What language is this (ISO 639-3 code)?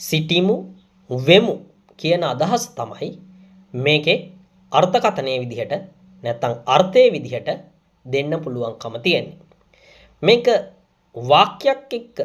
sin